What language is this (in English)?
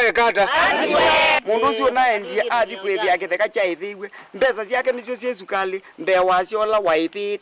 Kamba